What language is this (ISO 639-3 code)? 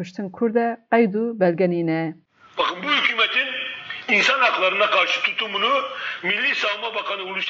kur